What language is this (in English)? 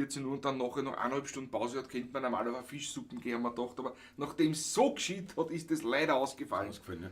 Bavarian